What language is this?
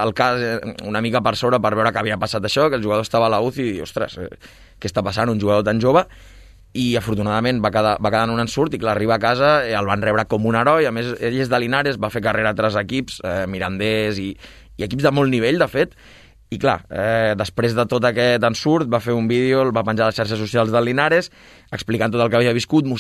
Catalan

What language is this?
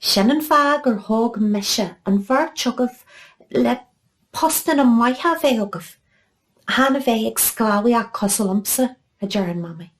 Irish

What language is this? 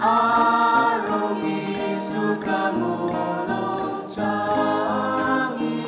Ao Naga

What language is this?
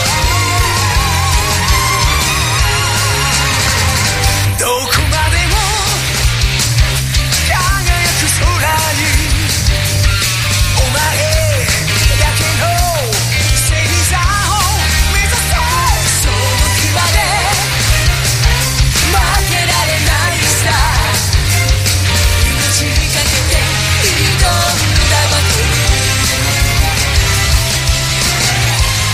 Japanese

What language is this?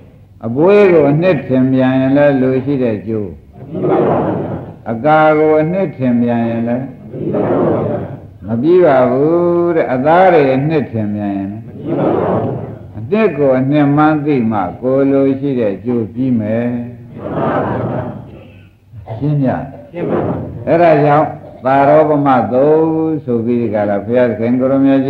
Burmese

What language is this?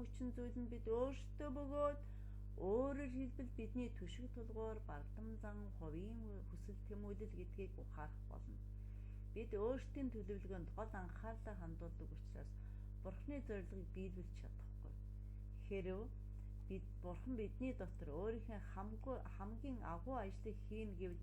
Mongolian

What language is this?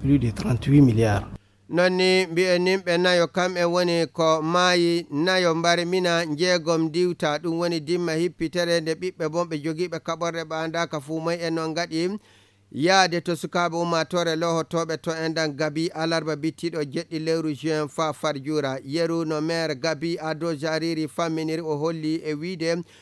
Fula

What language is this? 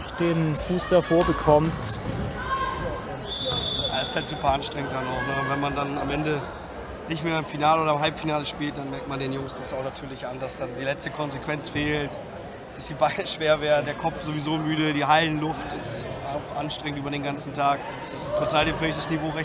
German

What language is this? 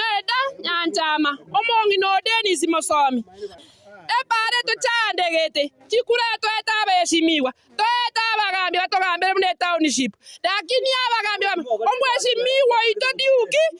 Gusii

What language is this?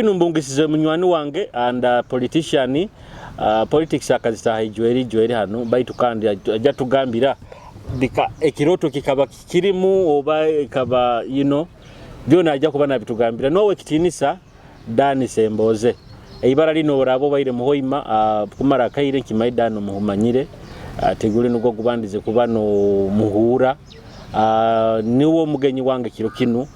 Nyoro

